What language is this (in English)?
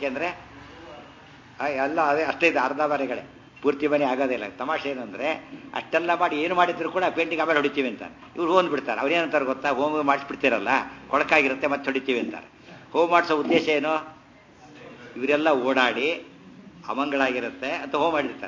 Kannada